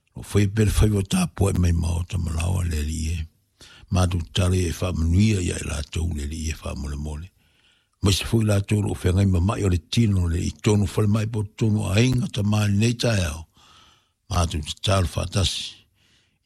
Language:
Samoan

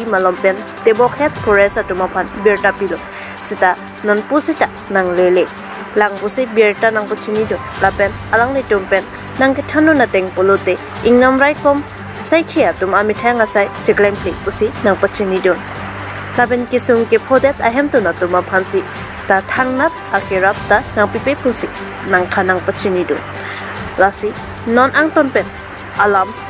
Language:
Karbi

